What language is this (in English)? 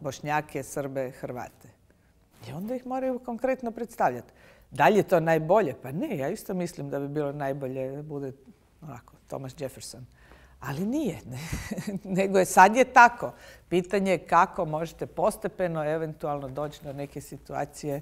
Bosnian